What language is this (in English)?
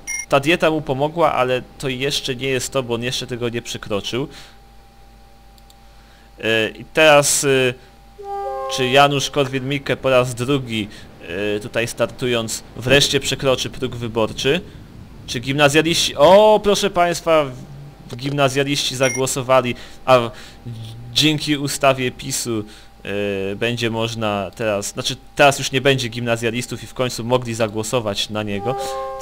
Polish